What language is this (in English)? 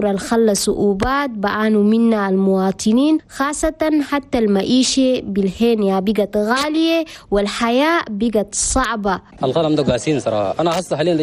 Chadian Arabic